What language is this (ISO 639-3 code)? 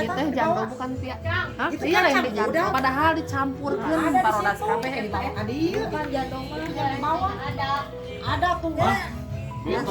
sun